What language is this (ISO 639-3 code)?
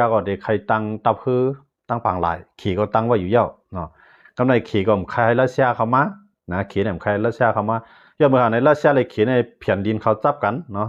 shn